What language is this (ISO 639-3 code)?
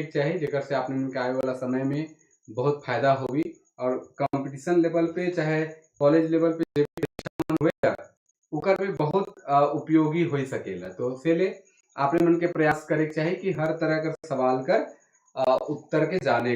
sck